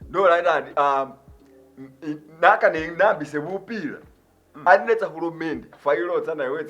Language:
Masaaba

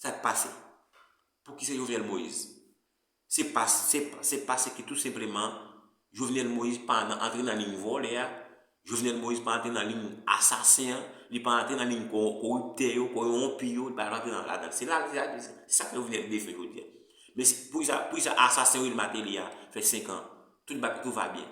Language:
Haitian Creole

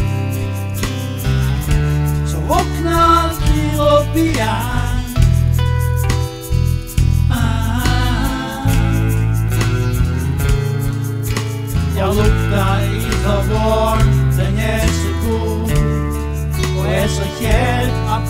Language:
Norwegian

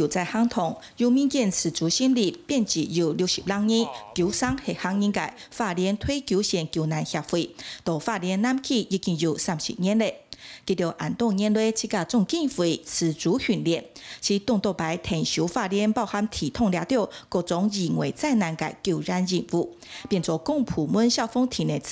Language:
Hakka Chinese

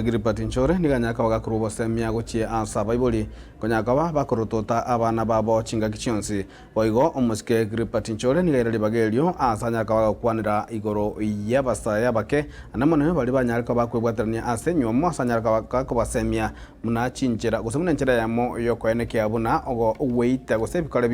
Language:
Gusii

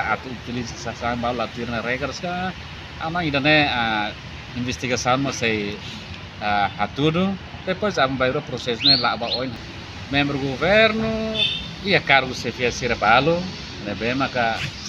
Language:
Tetum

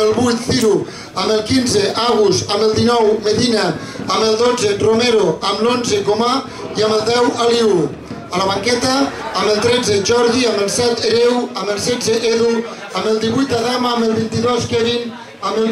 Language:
Catalan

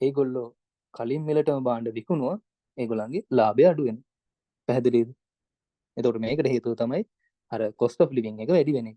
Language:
Sinhala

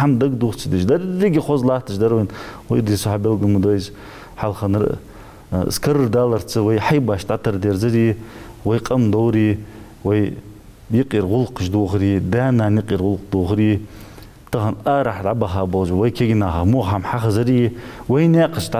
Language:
Ingush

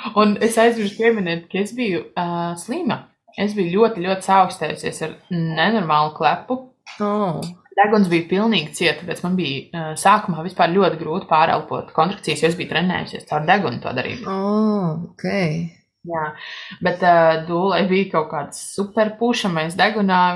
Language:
Latvian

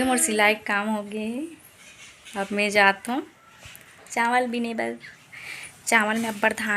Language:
Chhattisgarhi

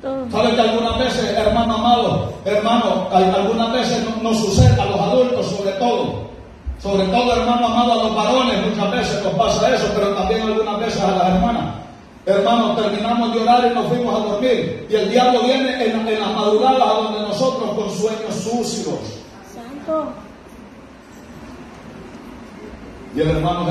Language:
Spanish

